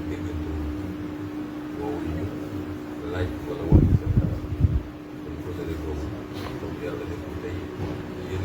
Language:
Wolof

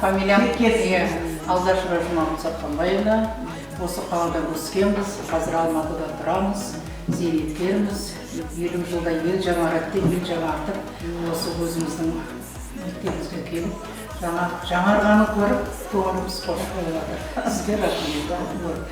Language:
Kara-Kalpak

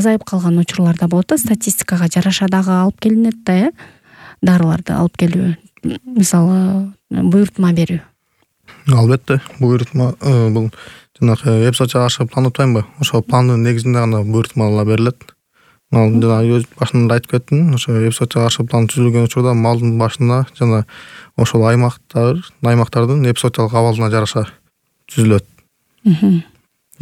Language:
Kyrgyz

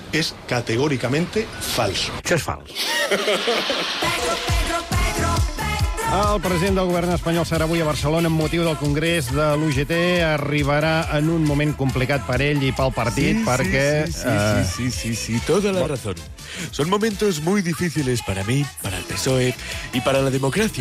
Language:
Catalan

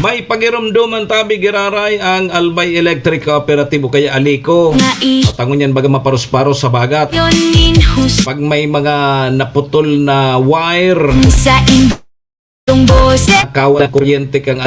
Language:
Bikol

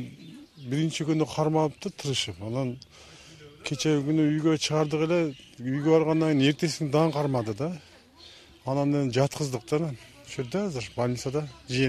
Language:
Kyrgyz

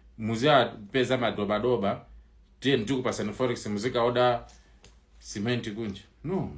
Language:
Nyanja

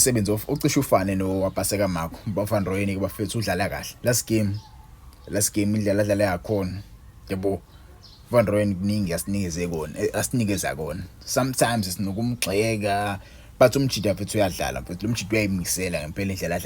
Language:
Zulu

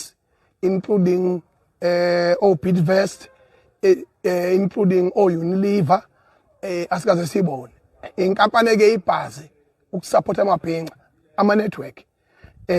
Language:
Zulu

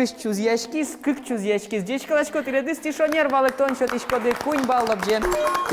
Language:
Udmurt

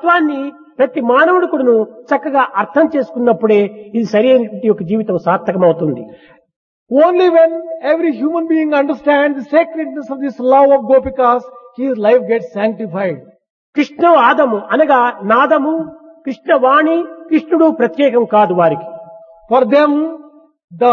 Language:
Telugu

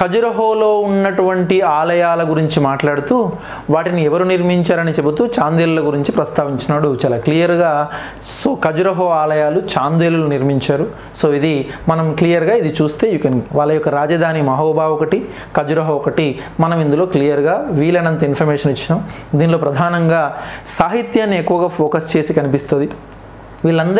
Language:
Telugu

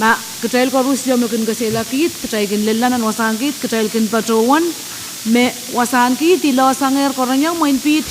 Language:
Pohnpeian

